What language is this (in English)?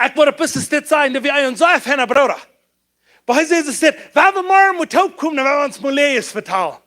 Plautdietsch